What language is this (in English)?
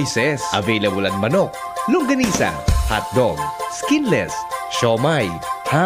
Bikol